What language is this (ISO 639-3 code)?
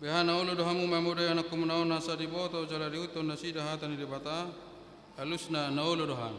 bbc